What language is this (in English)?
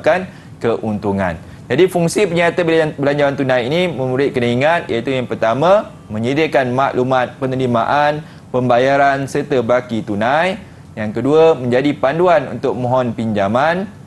Malay